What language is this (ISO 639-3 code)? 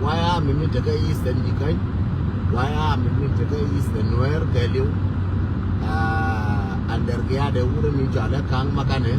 nus